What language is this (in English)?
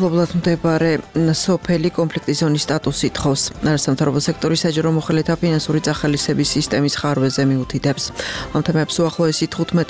Georgian